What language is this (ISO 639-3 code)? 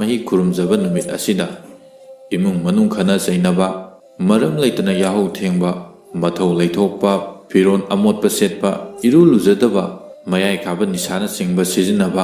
mni